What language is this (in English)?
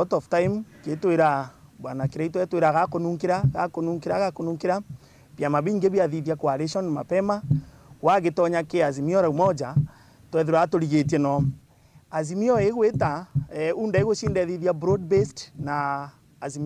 Meru